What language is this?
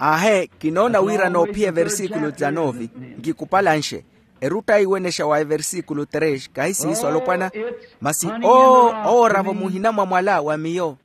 Makhuwa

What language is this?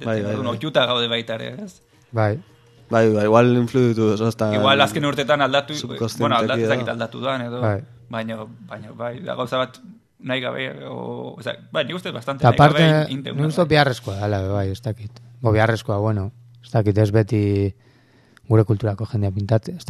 Basque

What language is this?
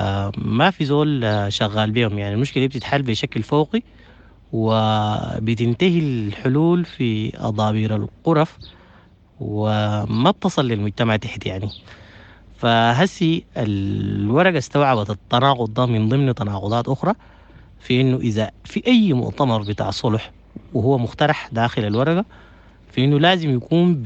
Sudanese Arabic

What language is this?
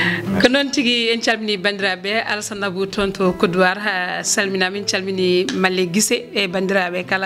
Fula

